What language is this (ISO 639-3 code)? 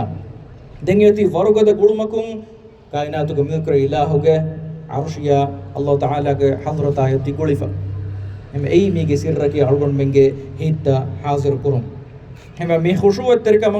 div